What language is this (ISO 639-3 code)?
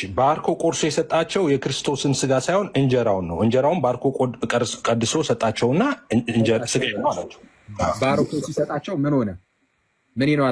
amh